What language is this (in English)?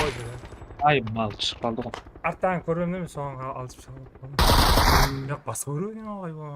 Kara-Kalpak